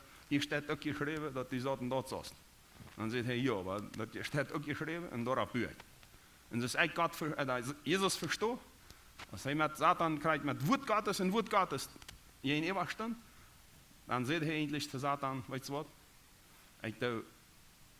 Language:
Plautdietsch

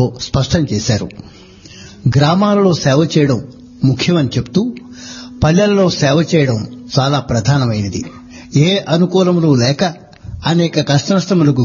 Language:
Telugu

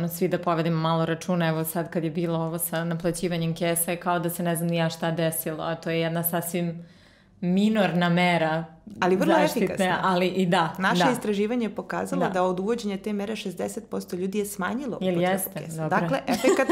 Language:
Serbian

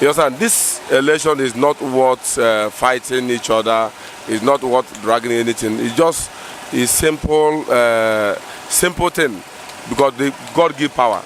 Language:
Nigerian Pidgin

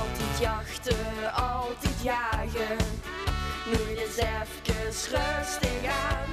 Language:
Limburgish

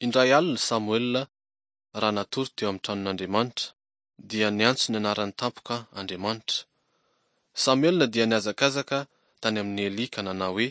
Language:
Malagasy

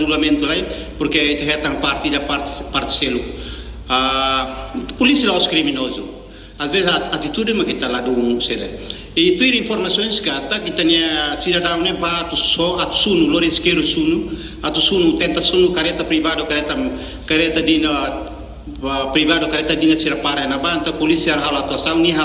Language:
Tetum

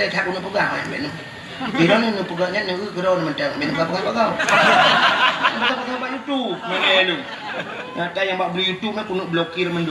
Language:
Achinese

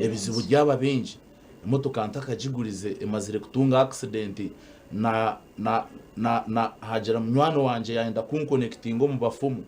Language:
Nyankole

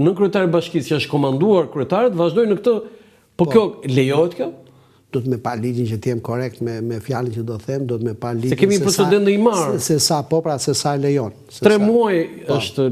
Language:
Albanian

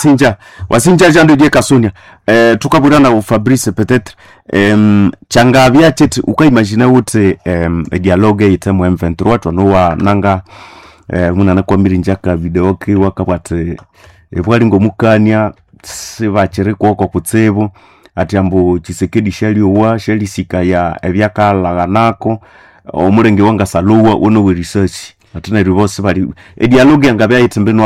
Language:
Nande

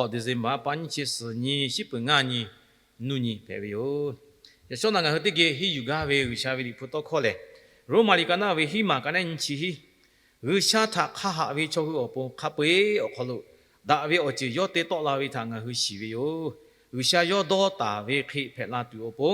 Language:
Lahu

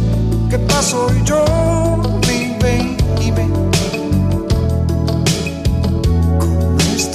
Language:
Italian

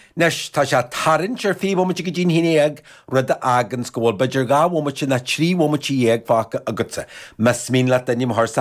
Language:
Irish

